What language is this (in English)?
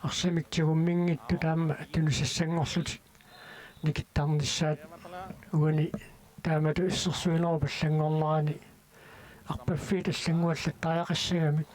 Kalaallisut